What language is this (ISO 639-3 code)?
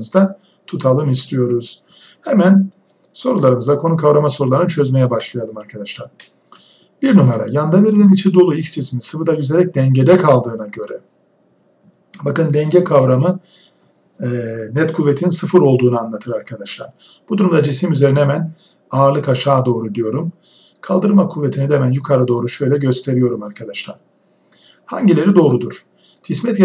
tur